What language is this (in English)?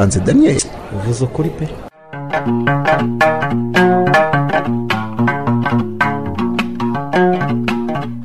Kinyarwanda